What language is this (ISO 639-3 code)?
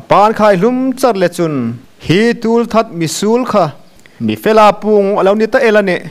hmr